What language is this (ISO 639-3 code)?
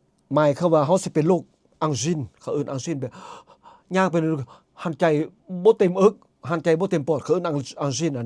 lao